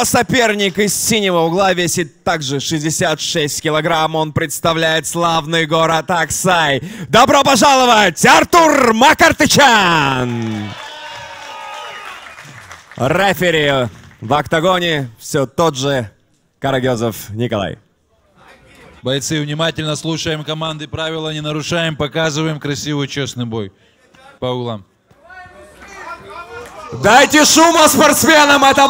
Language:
Russian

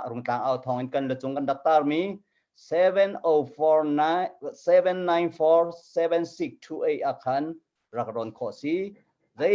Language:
Hakha Chin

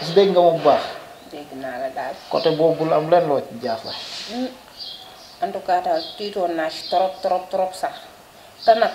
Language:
Wolof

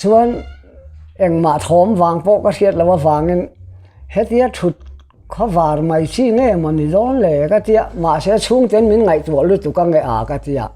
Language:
Mizo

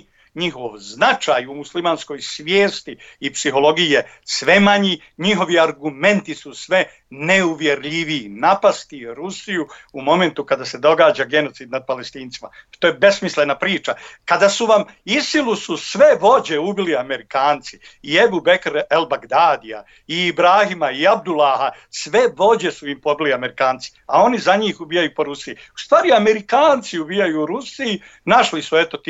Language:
Bosnian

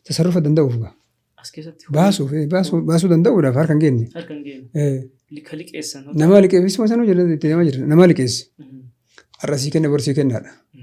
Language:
Oromo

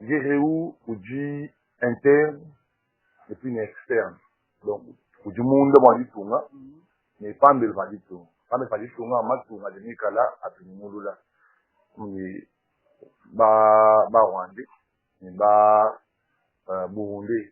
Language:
Luba-Lulua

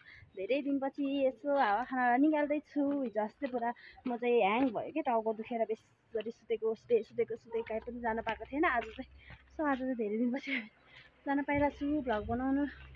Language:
Nepali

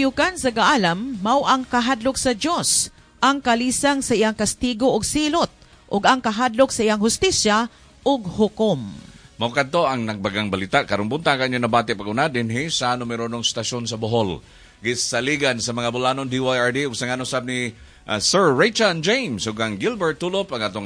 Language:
Cebuano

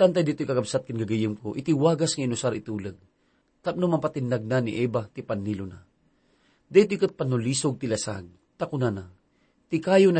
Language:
Iloko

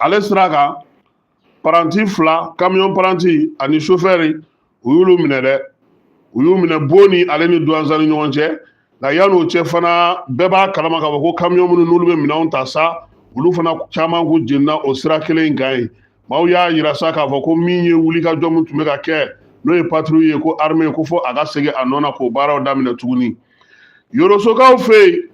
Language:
Bambara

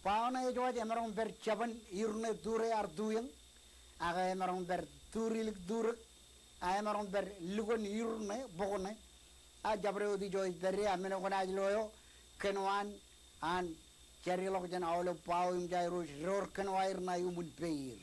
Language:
Marshallese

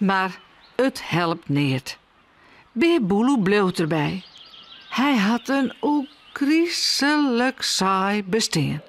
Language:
Western Frisian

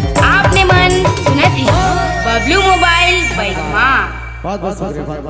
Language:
Sadri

